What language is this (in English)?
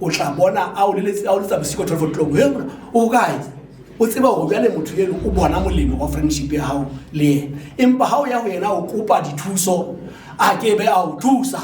Southern Sotho